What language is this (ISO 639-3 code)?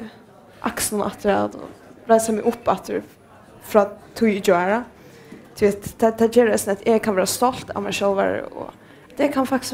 fao